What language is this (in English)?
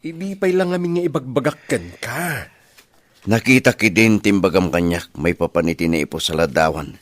Iloko